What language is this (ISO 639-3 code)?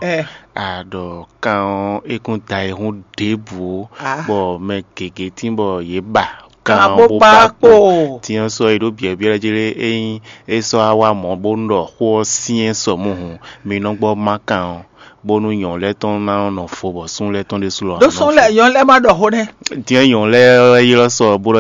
fon